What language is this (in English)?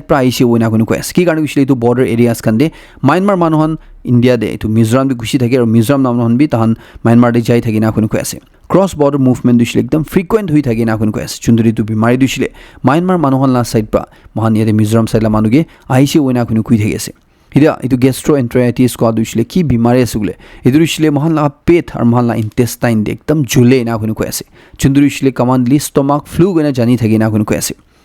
Naga Pidgin